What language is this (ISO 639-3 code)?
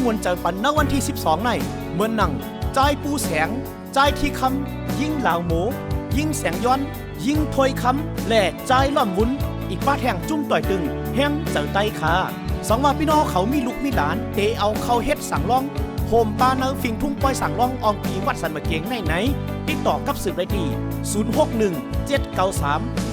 shn